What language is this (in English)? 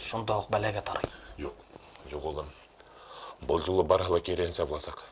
Bashkir